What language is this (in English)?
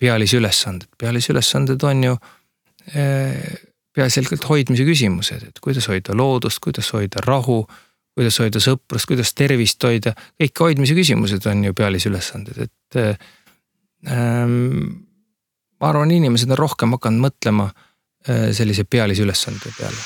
Estonian